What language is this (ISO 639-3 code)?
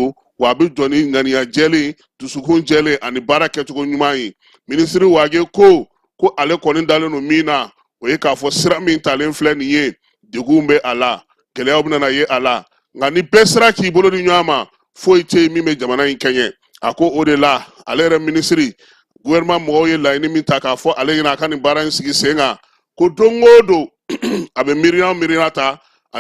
bam